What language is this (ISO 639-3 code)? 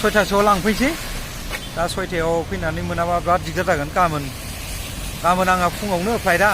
brx